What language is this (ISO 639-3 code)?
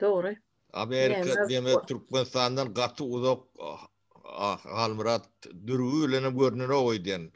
tuk